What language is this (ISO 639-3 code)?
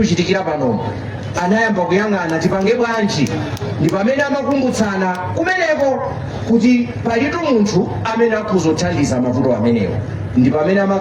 nya